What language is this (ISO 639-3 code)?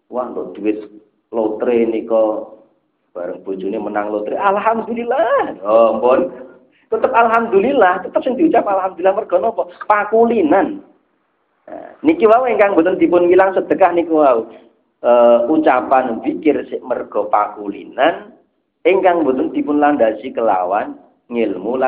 jav